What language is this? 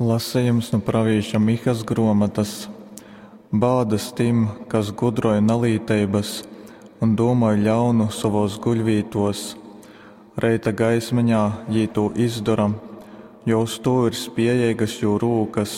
Latgalian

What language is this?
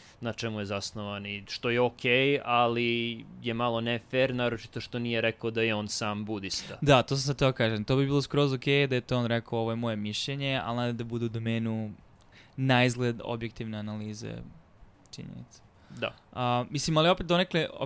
Serbian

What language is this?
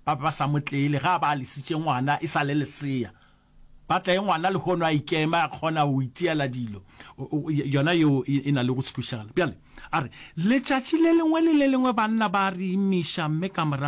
Northern Sotho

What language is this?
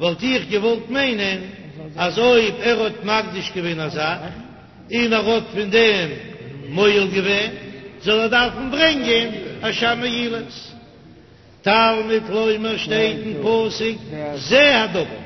Yiddish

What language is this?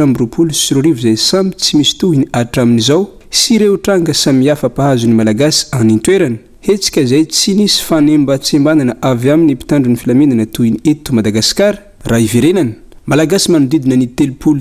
Malagasy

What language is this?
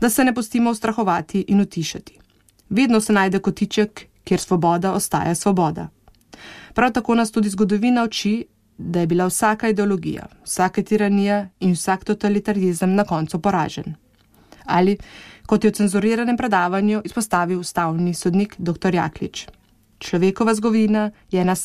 Slovenian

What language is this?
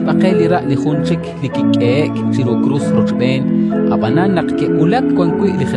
Kekchí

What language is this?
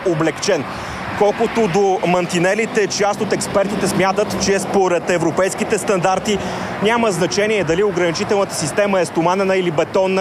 Bulgarian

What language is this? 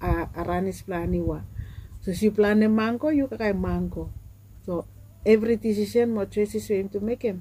Bislama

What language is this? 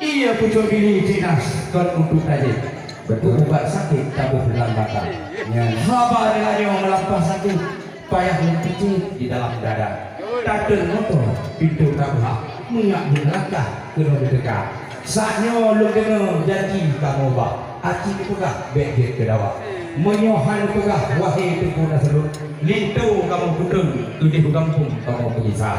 Achinese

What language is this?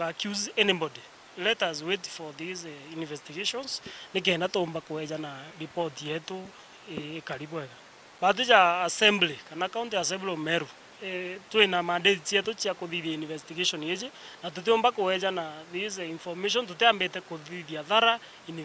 Meru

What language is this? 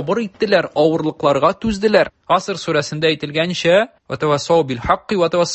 Tatar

